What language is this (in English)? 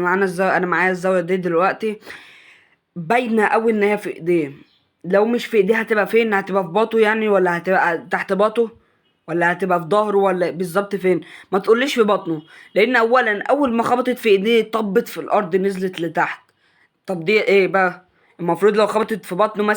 Egyptian Arabic